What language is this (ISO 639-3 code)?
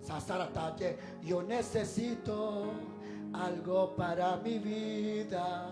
kek